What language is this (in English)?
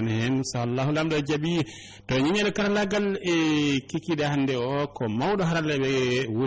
Fula